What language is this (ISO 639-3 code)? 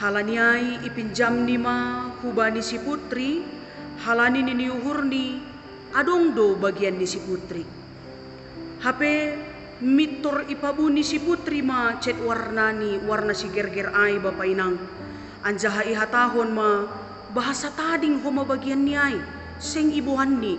bts